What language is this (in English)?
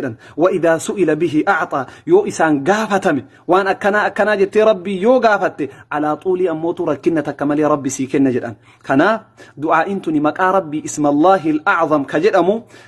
Oromo